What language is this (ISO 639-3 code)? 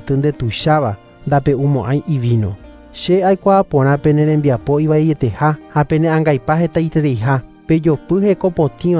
grn